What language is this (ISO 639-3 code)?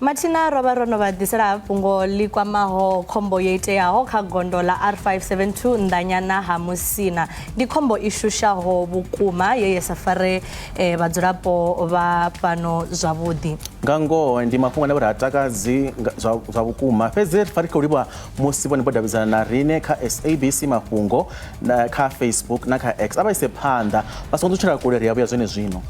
ven